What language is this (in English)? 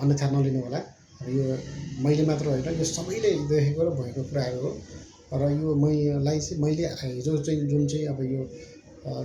Nepali